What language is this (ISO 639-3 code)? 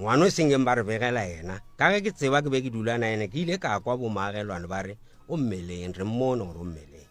nso